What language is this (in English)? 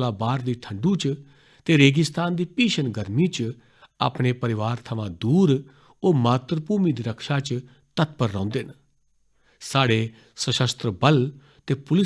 Dogri